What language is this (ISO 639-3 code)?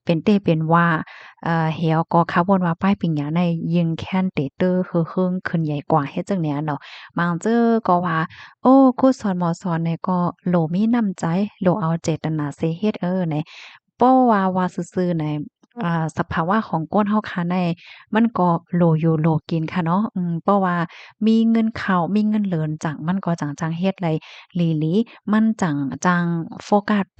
shn